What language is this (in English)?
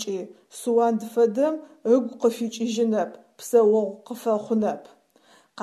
Adyghe